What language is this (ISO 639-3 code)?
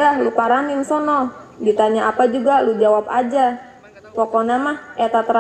bew